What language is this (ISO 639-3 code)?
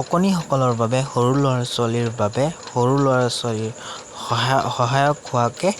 asm